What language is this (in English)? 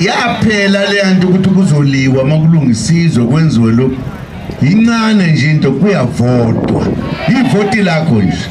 Zulu